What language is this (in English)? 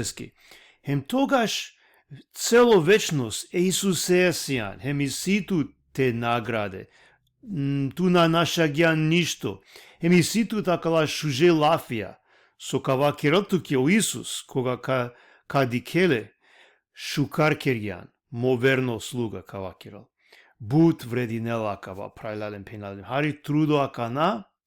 Balkan Romani